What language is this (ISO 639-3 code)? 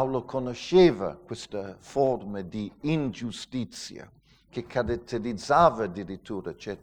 ita